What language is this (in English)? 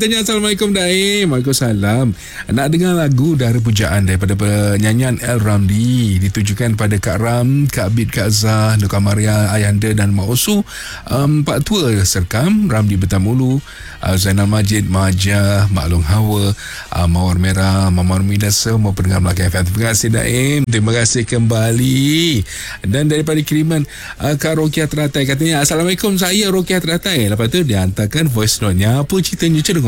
Malay